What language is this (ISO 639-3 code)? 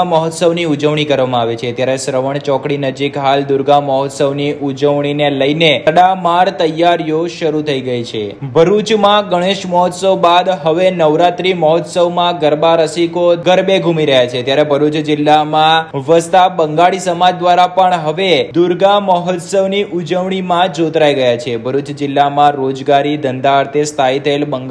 guj